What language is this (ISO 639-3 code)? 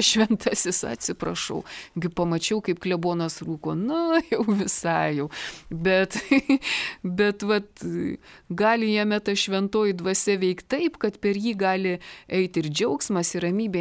lit